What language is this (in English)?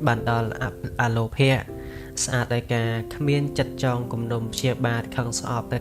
Khmer